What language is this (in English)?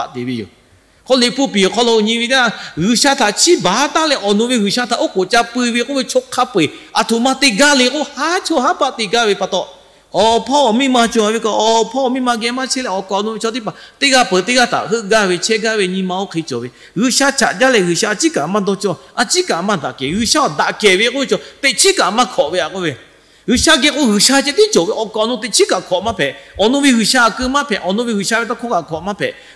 Lahu